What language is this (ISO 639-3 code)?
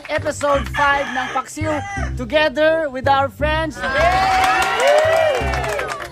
ceb